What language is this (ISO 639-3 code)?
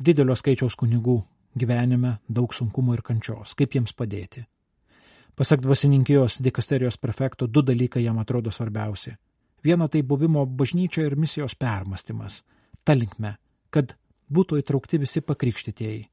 lit